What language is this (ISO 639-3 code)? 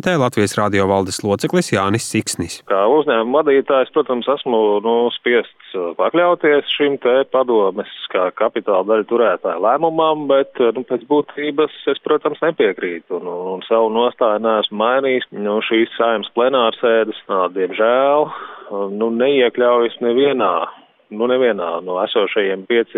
lav